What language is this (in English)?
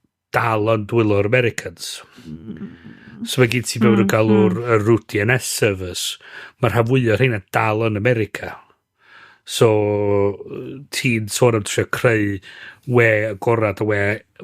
Welsh